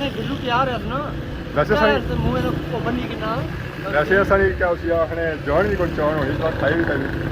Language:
Pahari-Potwari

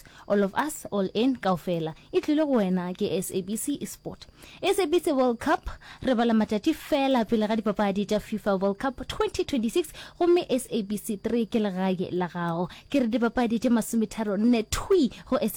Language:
Northern Sotho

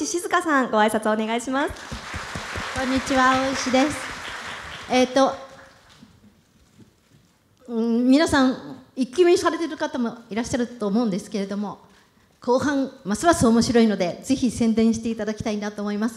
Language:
Japanese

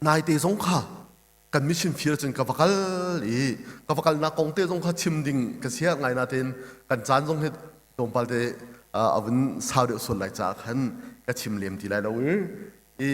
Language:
Hakha Chin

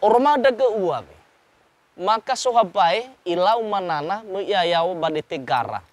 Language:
Nias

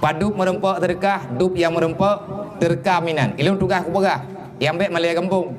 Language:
Achinese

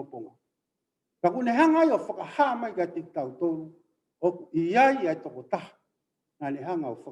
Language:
Tongan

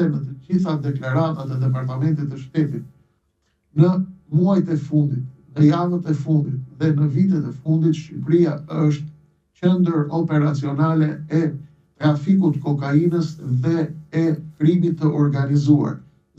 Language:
Albanian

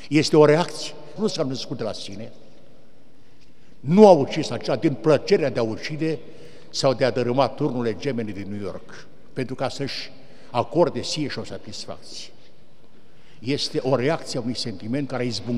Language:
Romanian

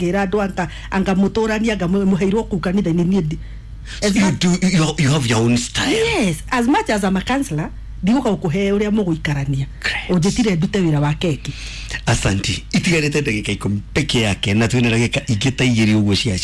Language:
Kikuyu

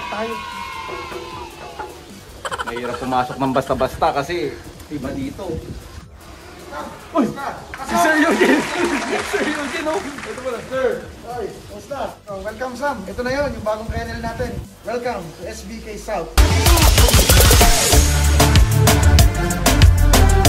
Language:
Filipino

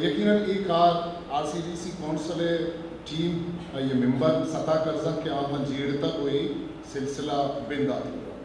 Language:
Eastern Balochi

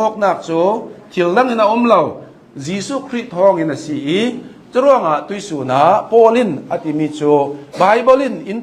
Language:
Hakha Chin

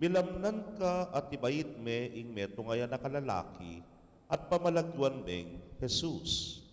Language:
Pampanga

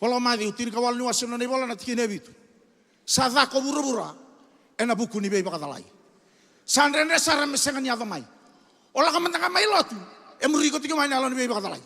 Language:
Fijian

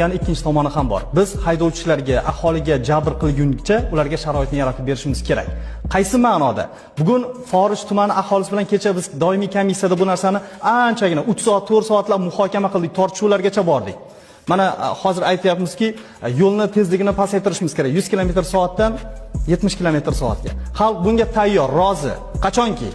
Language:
Uzbek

